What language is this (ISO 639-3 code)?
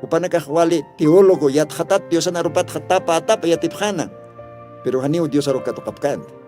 aym